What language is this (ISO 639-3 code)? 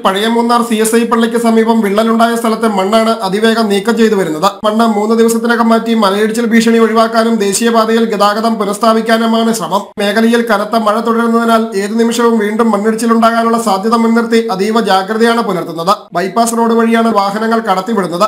mal